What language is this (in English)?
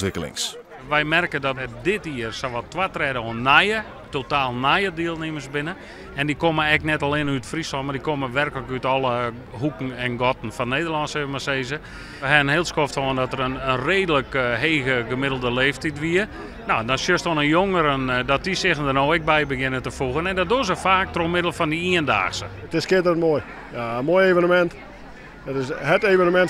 Western Frisian